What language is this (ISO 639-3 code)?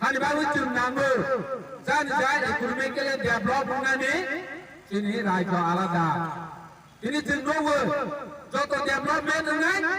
trp